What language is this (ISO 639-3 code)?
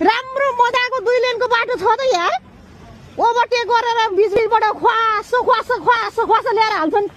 nep